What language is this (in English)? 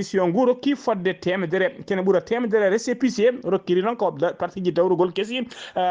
Fula